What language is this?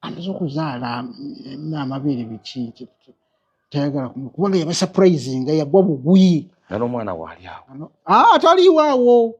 Ganda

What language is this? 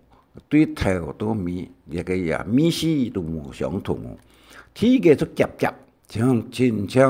Hakka Chinese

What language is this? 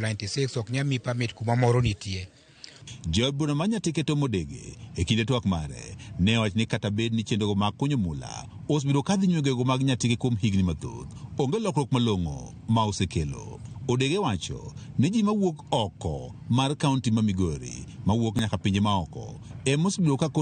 Luo (Kenya and Tanzania)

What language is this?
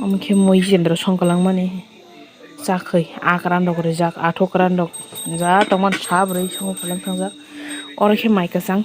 Kok Borok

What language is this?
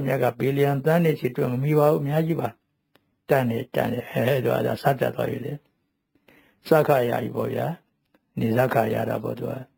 Burmese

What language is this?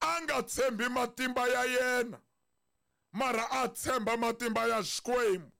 Tsonga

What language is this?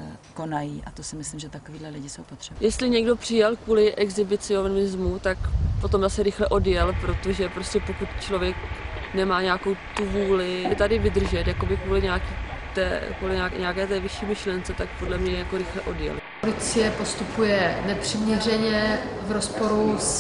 Czech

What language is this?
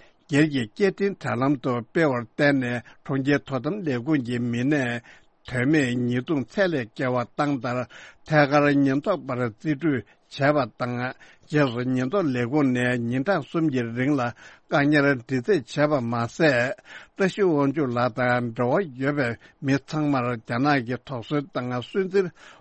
Tibetan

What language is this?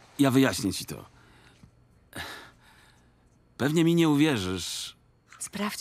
Polish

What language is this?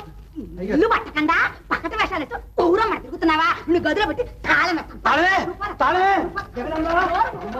Telugu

